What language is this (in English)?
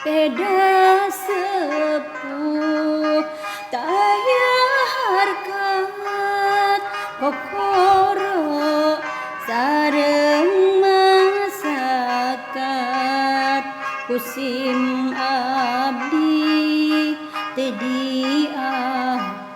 Sundanese